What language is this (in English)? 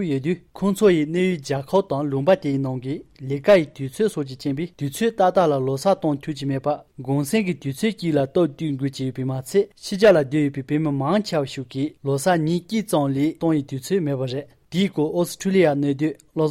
Tibetan